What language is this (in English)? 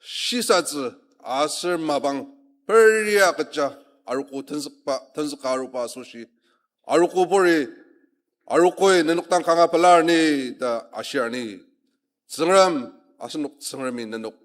Ao Naga